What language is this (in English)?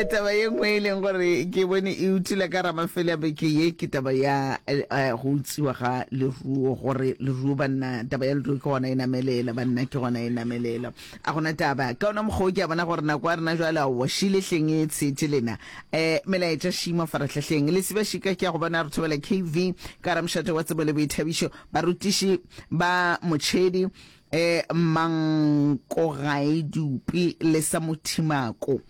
Northern Sotho